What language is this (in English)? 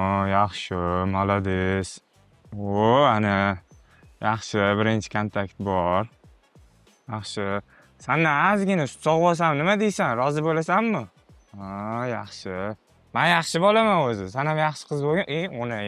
Uzbek